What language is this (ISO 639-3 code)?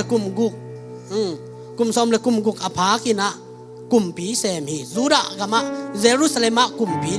ctd